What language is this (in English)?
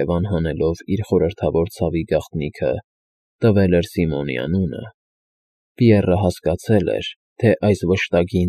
Armenian